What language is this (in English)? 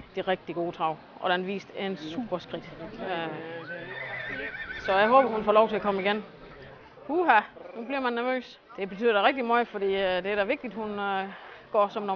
Danish